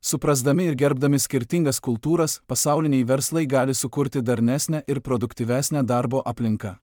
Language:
Lithuanian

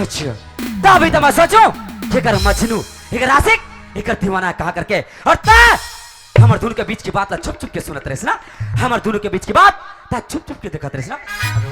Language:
Chhattisgarhi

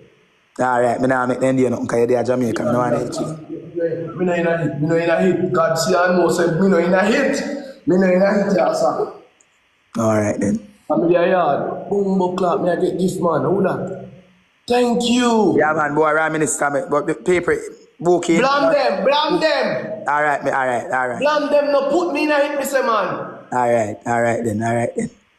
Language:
Jamaican Creole English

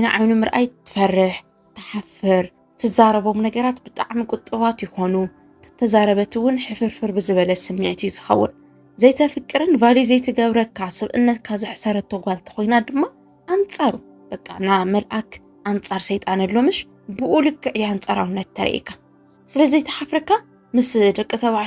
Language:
Tigrinya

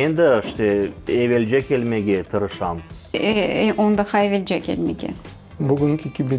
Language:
Crimean Tatar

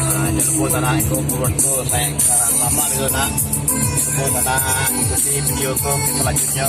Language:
Minangkabau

